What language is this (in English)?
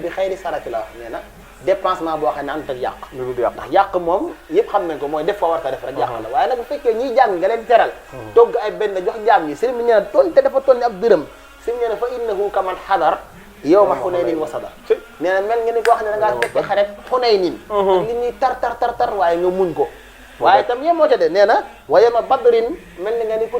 Wolof